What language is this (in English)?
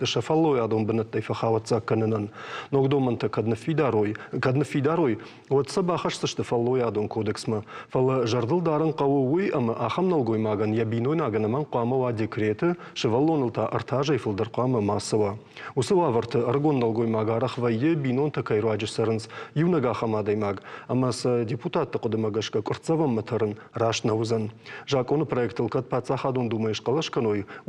Ossetic